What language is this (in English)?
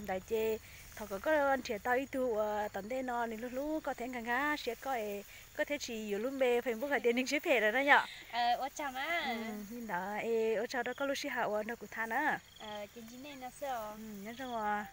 Hmong